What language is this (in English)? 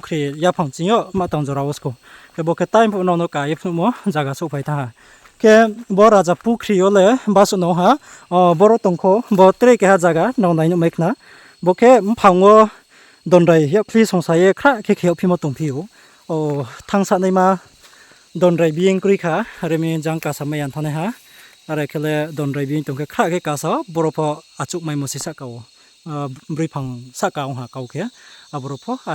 Riang (India)